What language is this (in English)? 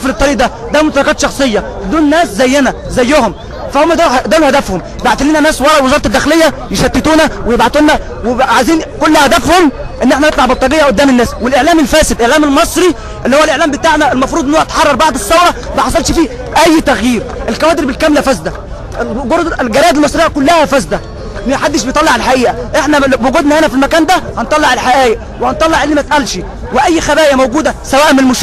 Egyptian Arabic